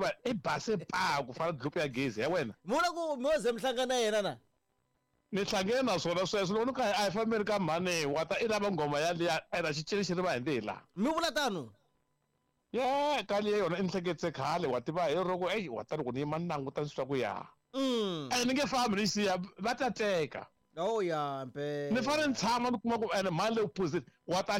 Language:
Tsonga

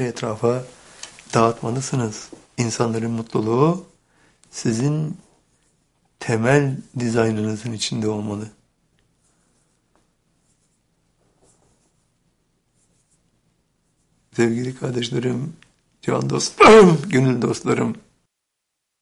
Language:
Turkish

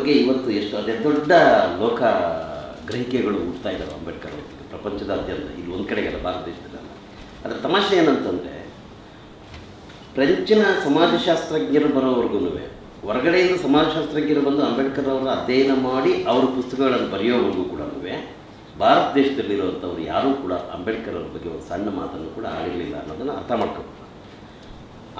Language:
Kannada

